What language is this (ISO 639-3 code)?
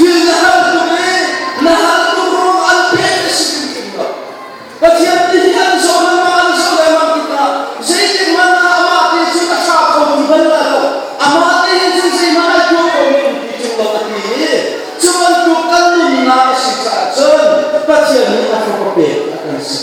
cnh